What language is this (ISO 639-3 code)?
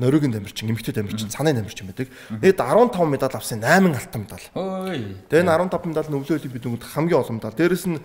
mon